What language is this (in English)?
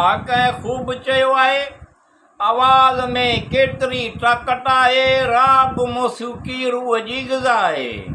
Sindhi